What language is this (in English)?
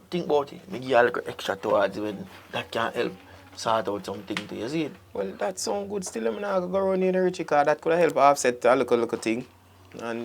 Jamaican Creole English